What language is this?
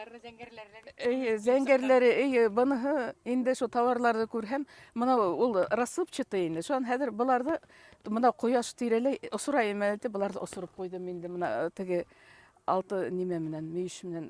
Bashkir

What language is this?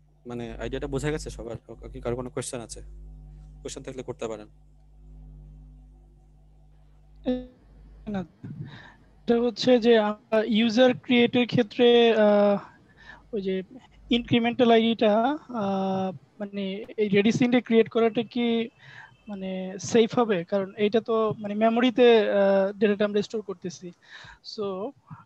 Bangla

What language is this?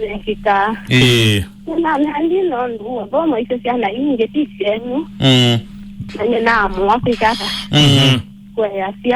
Kamba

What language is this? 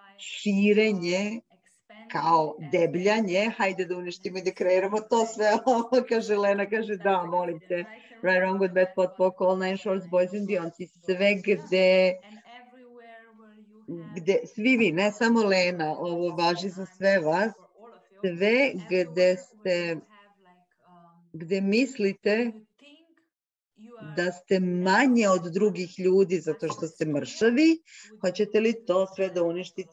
Serbian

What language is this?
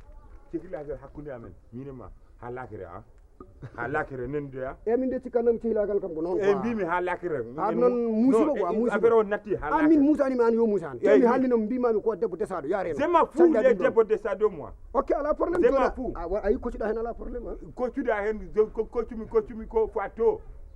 Fula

